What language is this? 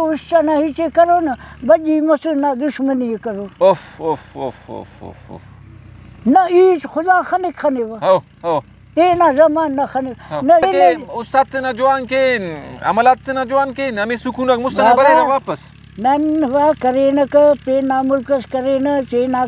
Brahui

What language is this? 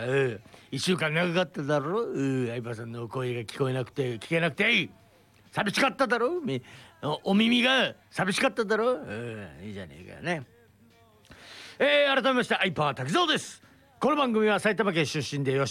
Japanese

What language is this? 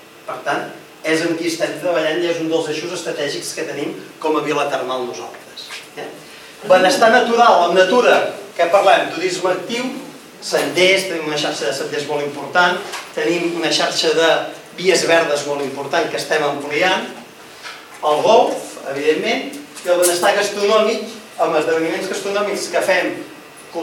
Catalan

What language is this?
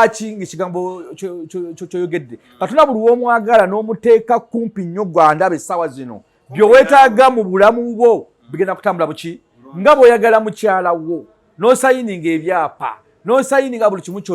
Ganda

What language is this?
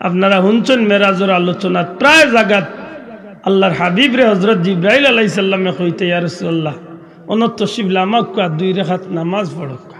Sylheti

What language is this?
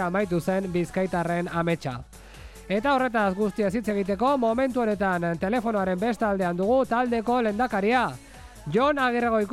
Basque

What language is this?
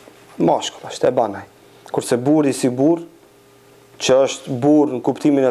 Albanian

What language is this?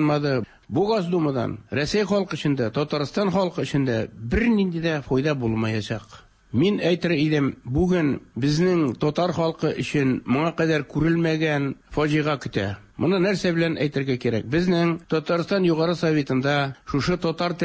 Tatar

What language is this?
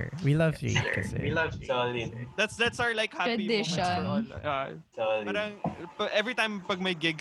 Filipino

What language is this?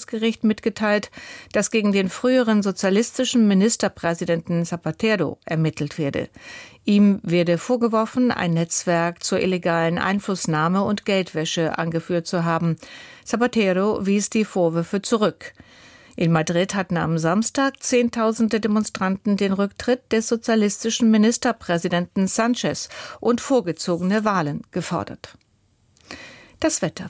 German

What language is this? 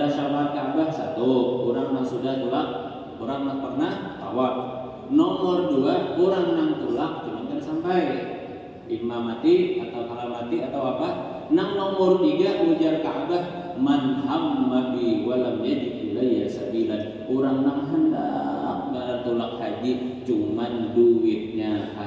Banjar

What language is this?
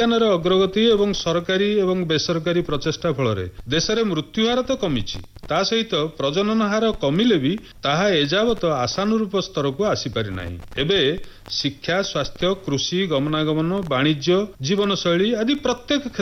Odia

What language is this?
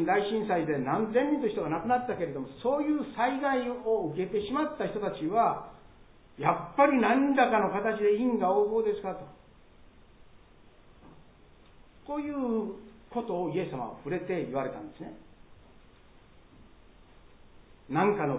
Japanese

